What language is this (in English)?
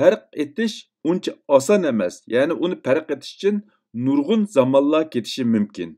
Uyghur